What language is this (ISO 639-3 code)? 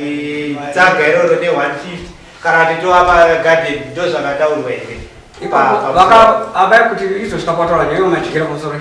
sna